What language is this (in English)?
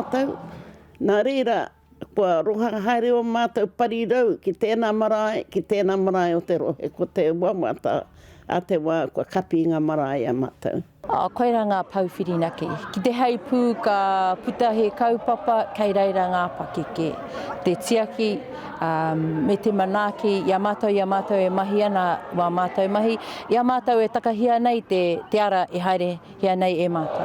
Māori